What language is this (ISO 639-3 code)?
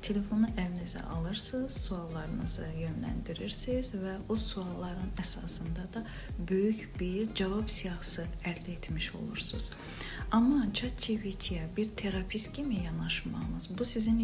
aze